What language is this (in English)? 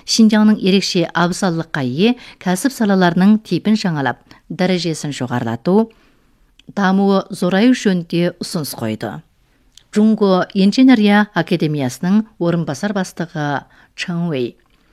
Kazakh